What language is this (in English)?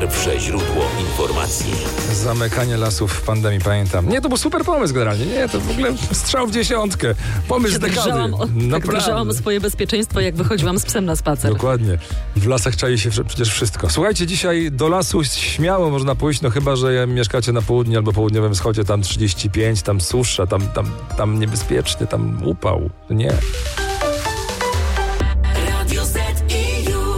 Polish